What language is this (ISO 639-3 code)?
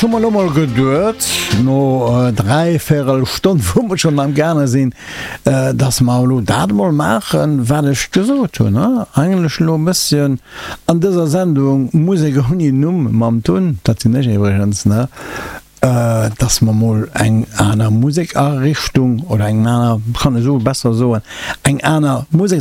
ltz